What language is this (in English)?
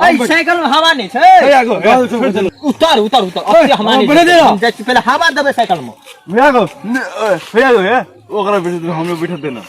Maithili